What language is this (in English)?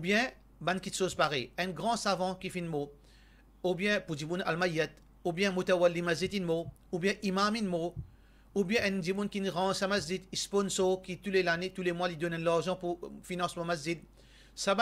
Morisyen